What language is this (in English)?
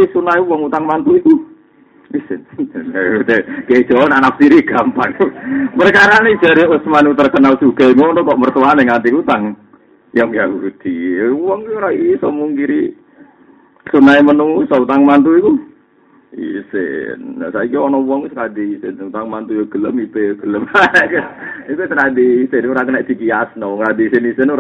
Javanese